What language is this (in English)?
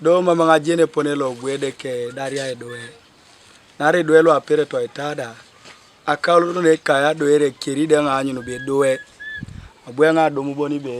Teso